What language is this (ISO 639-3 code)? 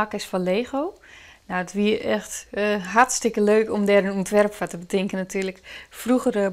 fry